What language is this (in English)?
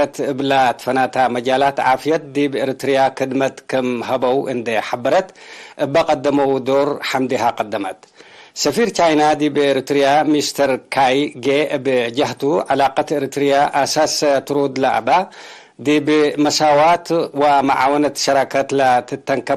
Tigre